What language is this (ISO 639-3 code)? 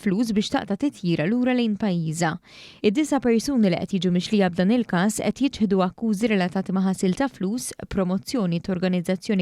mlt